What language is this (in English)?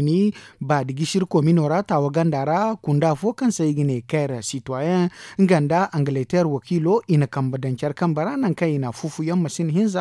Zarma